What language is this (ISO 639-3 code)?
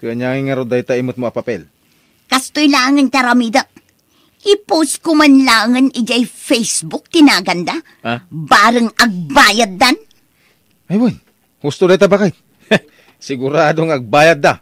ilo